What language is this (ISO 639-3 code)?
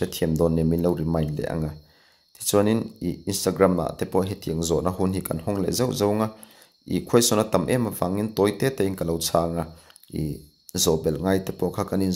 lus